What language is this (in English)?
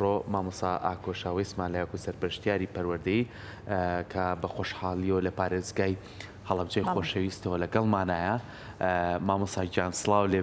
Central Kurdish